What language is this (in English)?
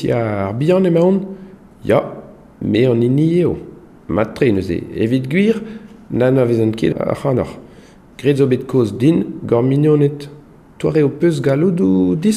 Breton